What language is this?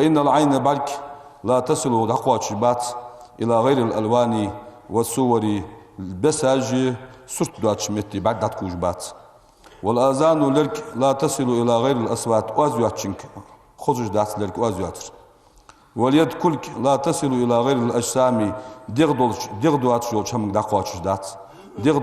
Ingush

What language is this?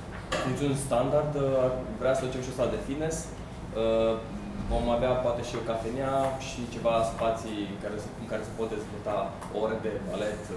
Romanian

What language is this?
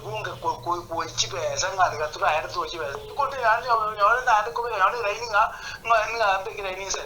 Gusii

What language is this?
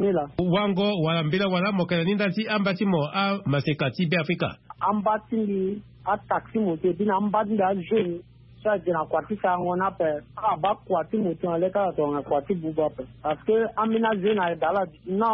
Sango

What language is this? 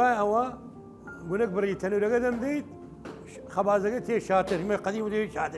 Southern Kurdish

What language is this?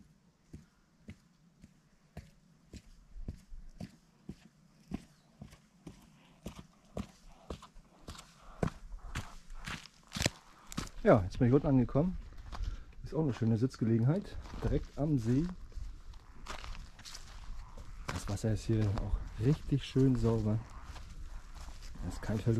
German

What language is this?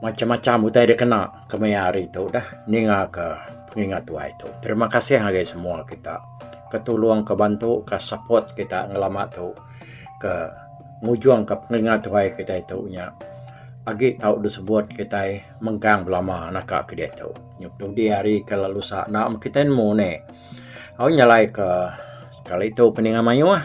Iban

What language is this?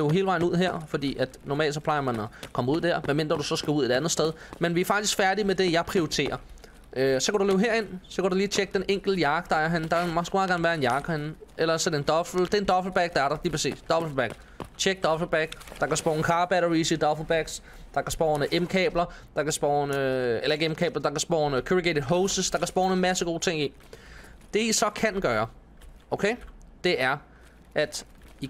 Danish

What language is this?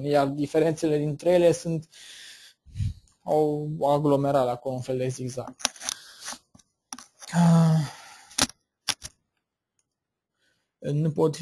Romanian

